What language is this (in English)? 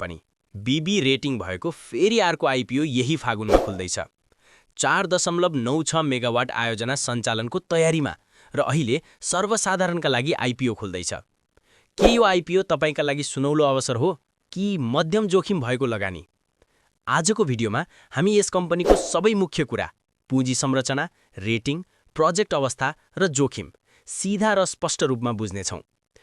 Nepali